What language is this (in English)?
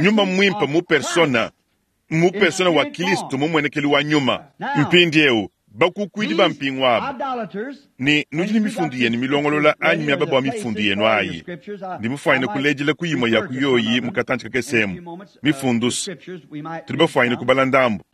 Luba-Lulua